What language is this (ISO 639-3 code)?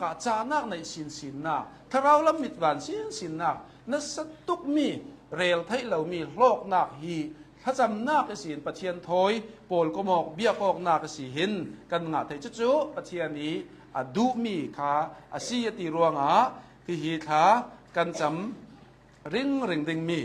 cnh